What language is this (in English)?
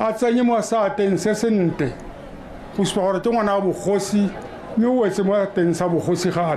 Tswana